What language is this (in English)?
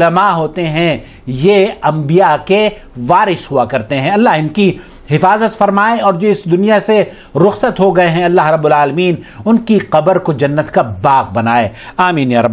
Urdu